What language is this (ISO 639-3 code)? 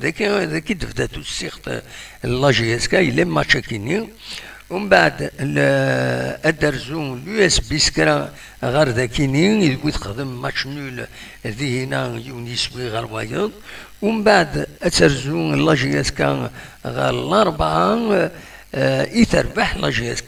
kab